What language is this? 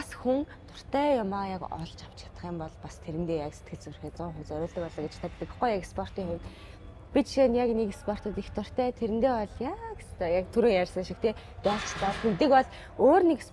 Mongolian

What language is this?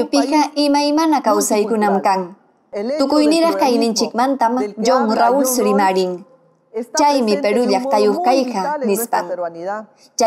Ayacucho Quechua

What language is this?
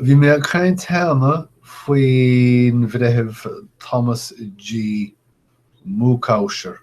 Irish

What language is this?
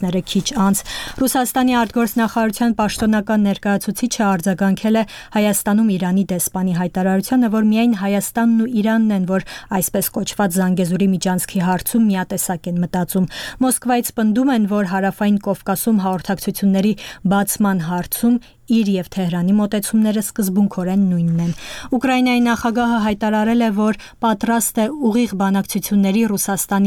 Armenian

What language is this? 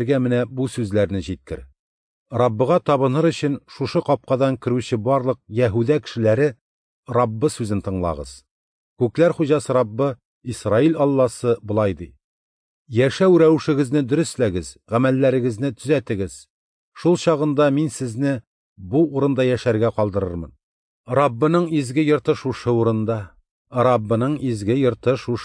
Tatar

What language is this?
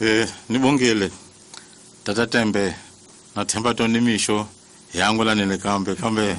Tsonga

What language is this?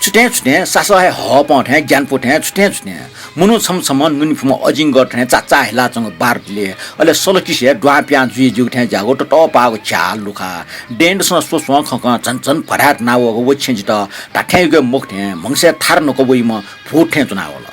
Newari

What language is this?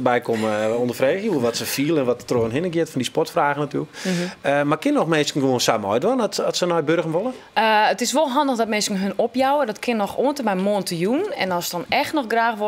Western Frisian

